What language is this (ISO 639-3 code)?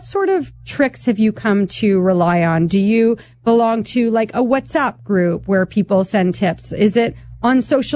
eng